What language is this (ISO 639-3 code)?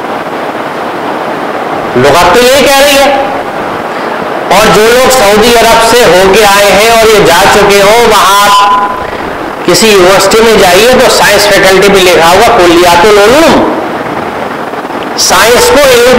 urd